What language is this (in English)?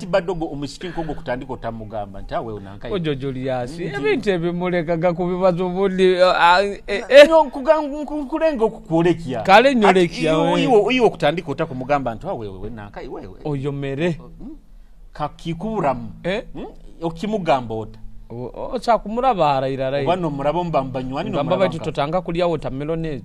Nyoro